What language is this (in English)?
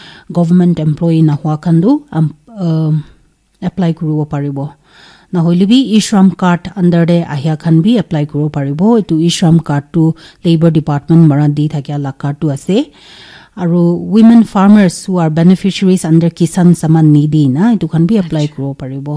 Naga Pidgin